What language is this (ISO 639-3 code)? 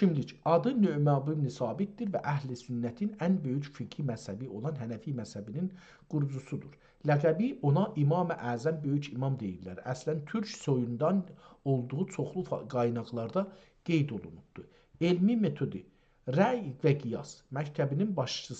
azb